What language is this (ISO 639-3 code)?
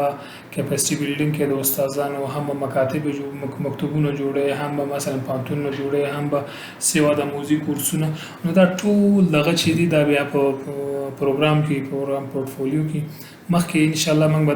pus